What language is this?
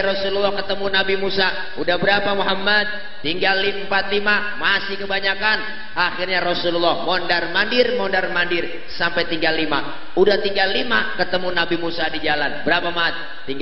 Betawi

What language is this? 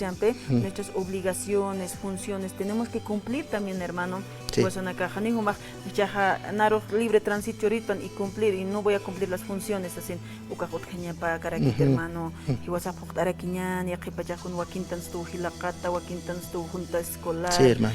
Aymara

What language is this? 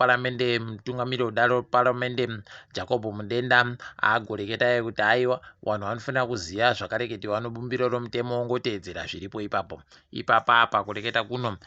Ndau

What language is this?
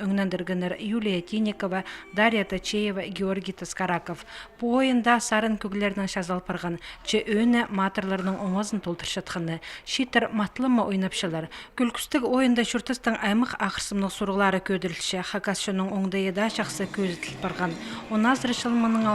Khakas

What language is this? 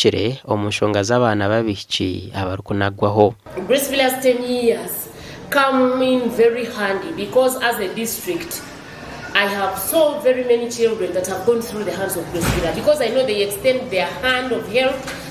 Nyankole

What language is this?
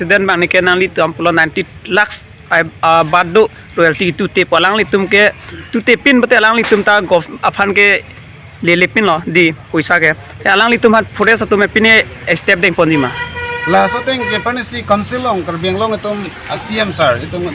Karbi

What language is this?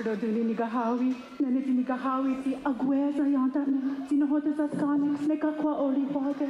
Mohawk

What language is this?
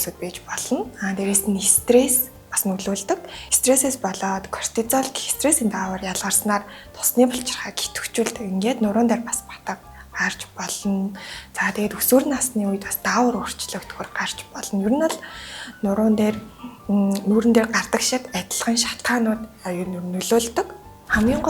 Mongolian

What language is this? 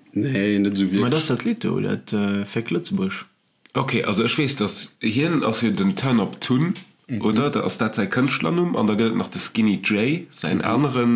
Luxembourgish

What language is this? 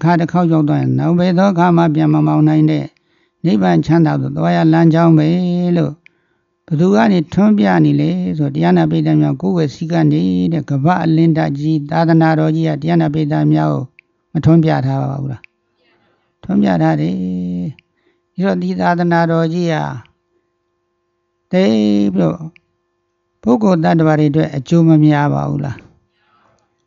Burmese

